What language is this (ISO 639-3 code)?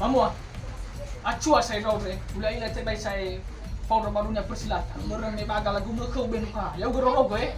nia